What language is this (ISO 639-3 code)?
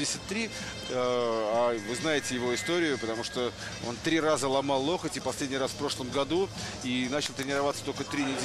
rus